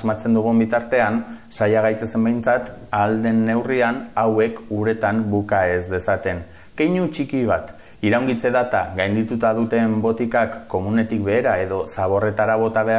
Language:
Basque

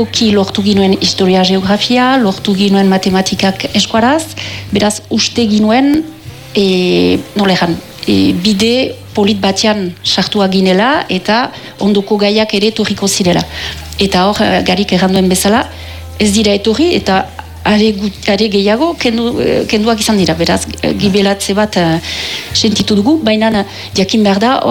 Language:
Basque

